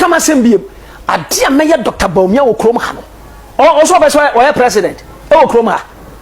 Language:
Akan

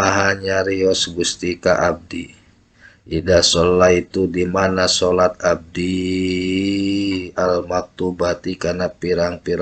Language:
Sundanese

